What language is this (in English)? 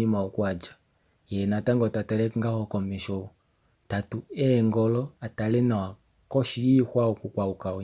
Kuanyama